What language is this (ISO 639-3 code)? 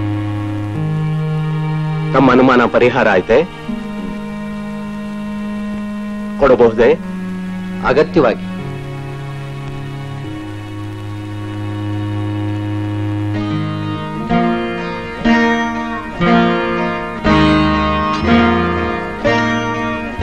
kan